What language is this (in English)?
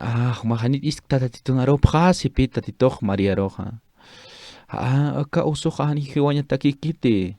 Aymara